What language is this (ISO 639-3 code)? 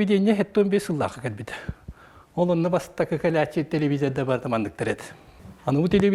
sah